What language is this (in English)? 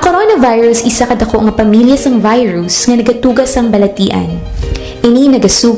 Hiligaynon